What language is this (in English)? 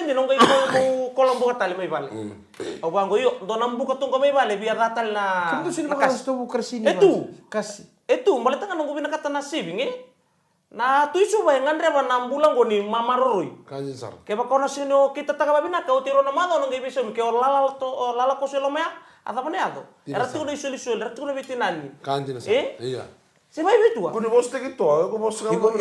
Fijian